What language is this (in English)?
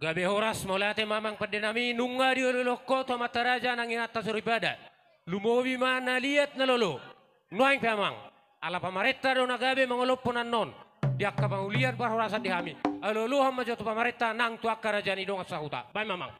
Batak Toba